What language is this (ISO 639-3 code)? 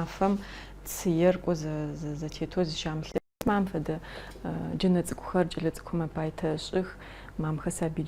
ady